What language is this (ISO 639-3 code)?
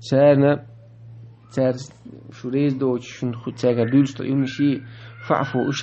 che